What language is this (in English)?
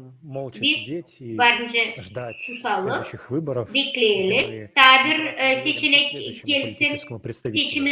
Gagauz